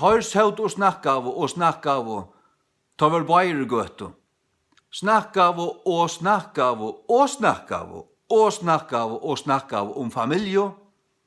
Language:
Faroese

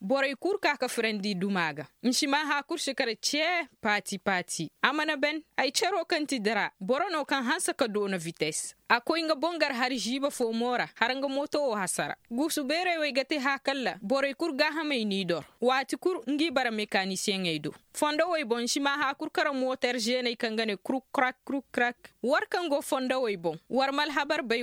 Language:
Koyraboro Senni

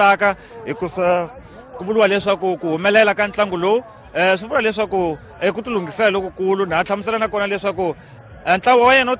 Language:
Tsonga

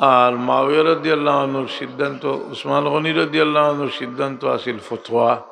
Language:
Sylheti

